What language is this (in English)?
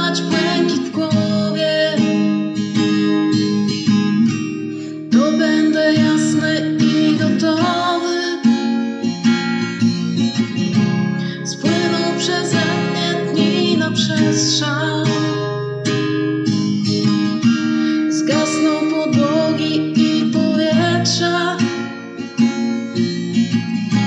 Polish